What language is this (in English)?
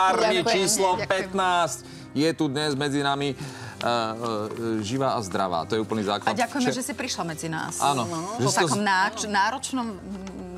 Slovak